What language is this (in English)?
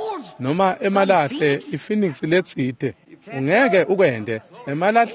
Swati